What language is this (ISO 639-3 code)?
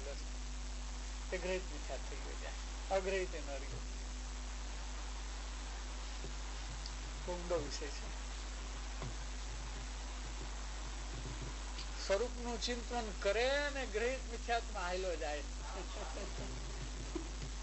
guj